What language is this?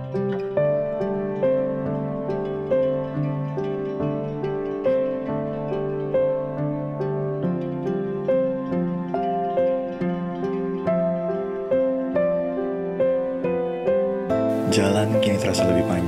Indonesian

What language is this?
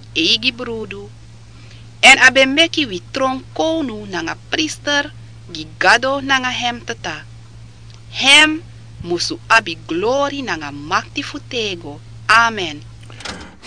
Sranan Tongo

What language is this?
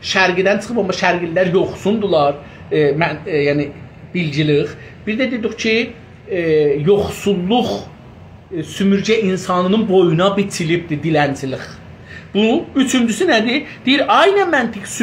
South Azerbaijani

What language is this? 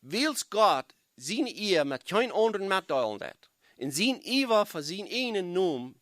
Plautdietsch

